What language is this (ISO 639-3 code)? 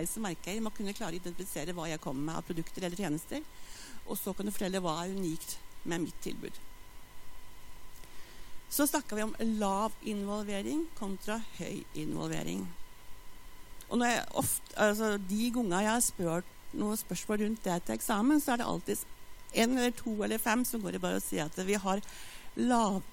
nor